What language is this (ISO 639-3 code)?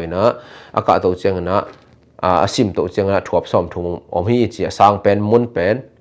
ctd